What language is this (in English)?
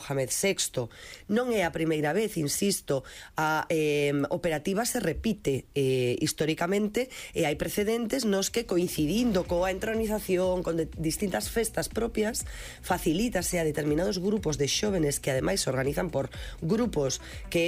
Galician